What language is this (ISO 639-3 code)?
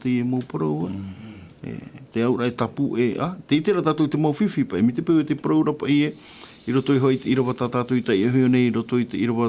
tah